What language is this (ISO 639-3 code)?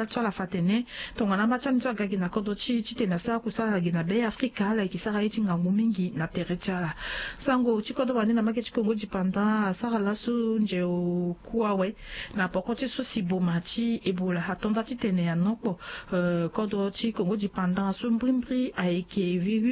sag